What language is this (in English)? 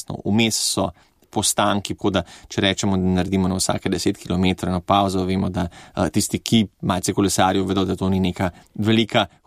Slovenian